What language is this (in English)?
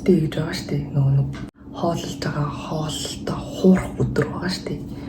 Mongolian